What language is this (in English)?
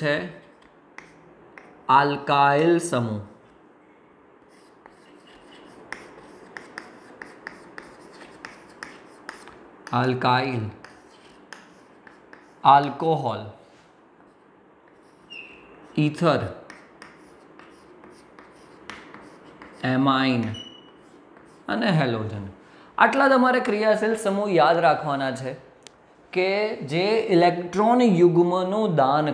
Gujarati